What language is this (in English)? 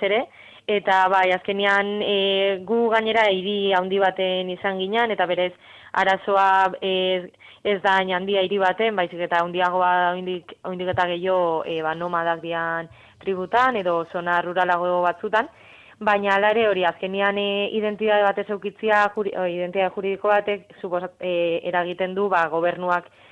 Basque